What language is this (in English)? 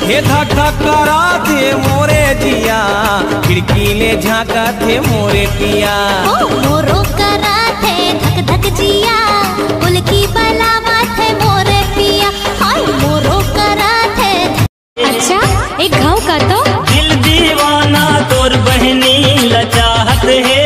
Chhattisgarhi